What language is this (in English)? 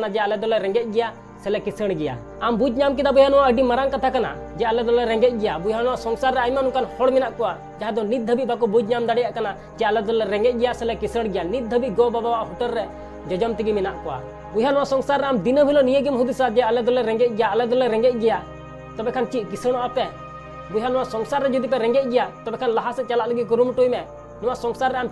Santali